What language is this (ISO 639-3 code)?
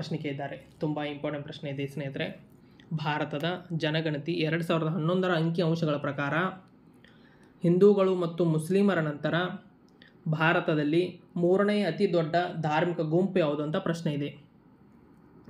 kan